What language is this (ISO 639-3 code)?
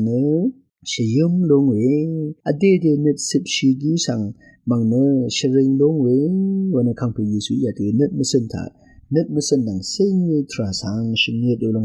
raw